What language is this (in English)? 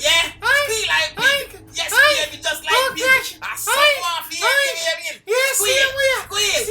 Jamaican Creole English